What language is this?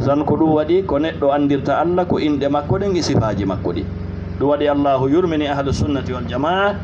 Fula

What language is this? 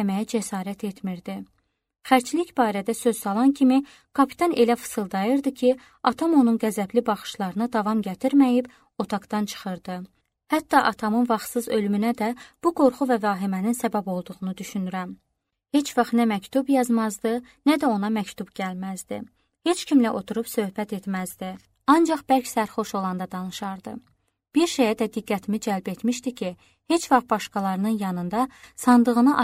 Azerbaijani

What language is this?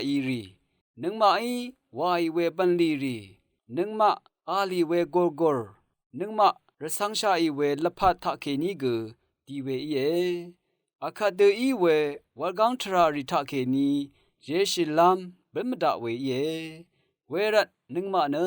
Rawang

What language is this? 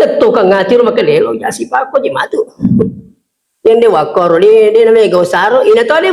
Buginese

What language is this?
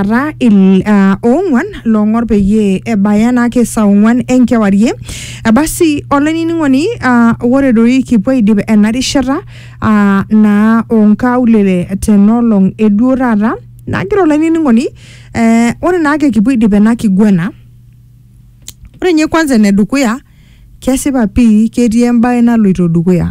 Masai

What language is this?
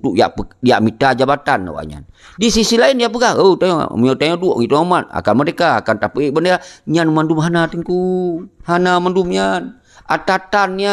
Achinese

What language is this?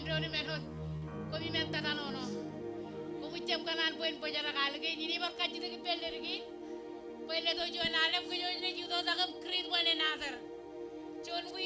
Marshallese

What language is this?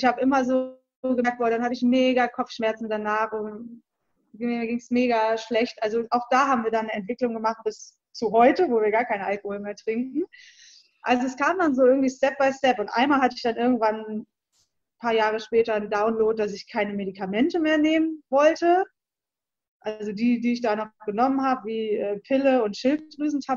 German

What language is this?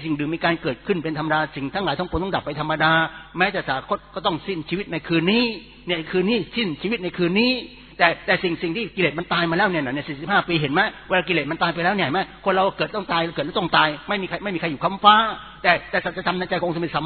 Thai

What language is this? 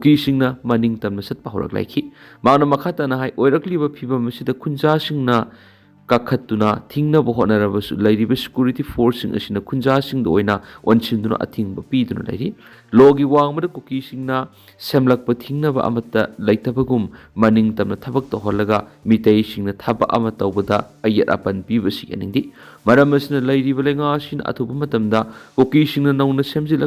Manipuri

